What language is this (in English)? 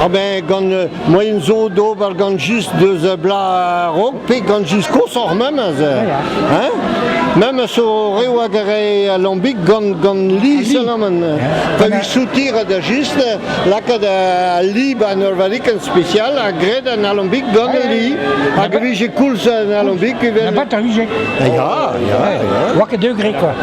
Breton